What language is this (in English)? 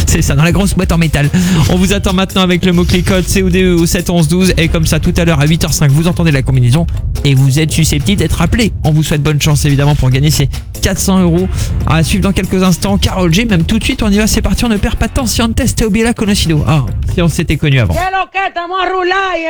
French